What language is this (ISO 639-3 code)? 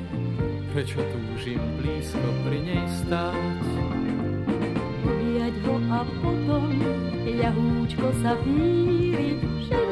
slk